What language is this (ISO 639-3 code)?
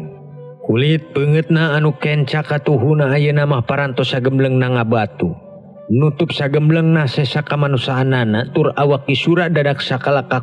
sun